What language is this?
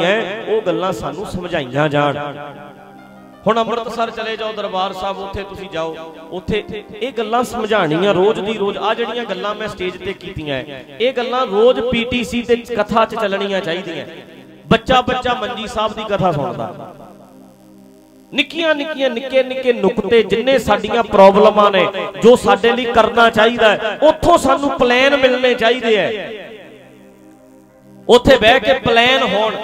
Punjabi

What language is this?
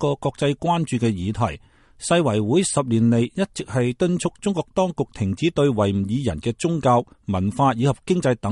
Cantonese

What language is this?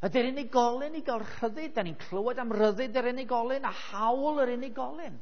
Welsh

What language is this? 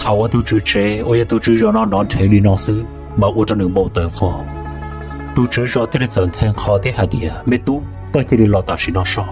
Hmong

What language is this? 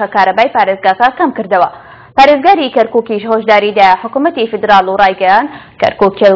Central Kurdish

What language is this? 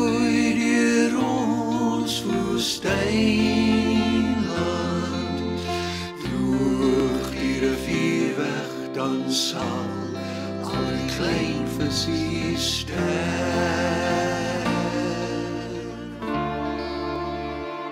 Afrikaans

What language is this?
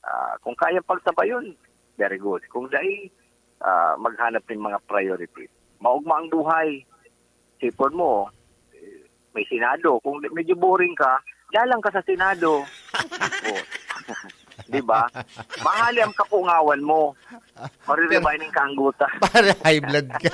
Bikol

